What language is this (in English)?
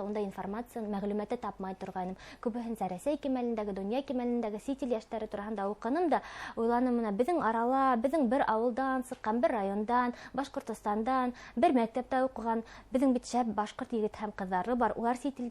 Bashkir